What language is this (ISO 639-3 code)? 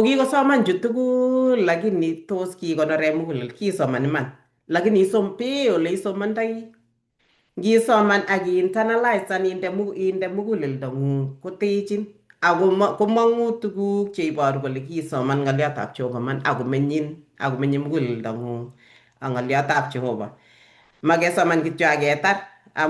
kln